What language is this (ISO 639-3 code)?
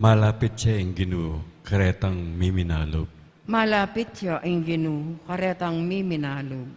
pam